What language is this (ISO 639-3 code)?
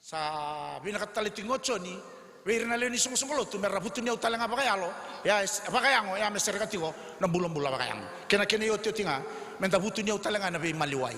fij